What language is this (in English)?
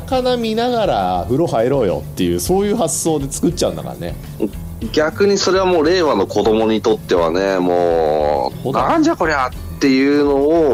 Japanese